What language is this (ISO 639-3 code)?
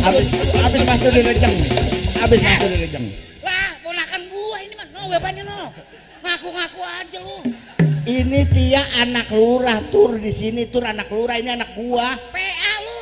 bew